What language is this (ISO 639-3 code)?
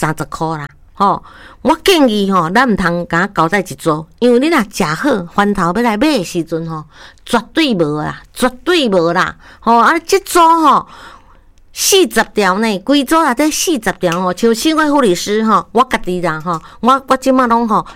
nan